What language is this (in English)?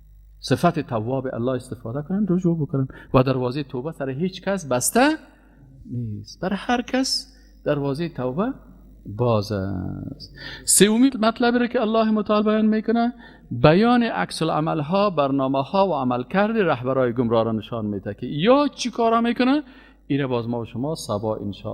Persian